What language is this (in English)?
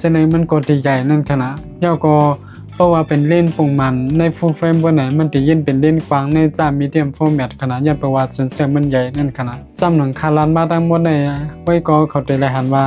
Shan